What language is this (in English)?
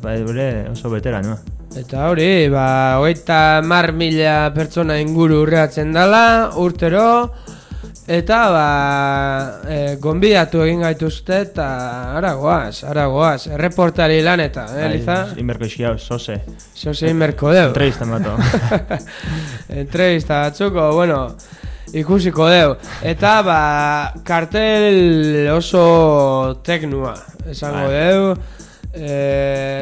Basque